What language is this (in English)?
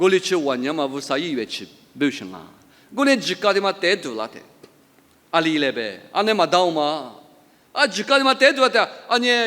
Lisu